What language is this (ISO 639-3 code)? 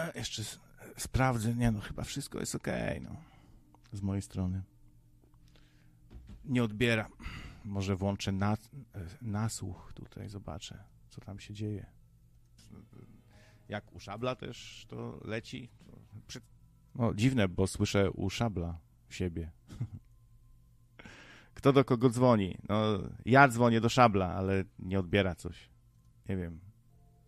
pol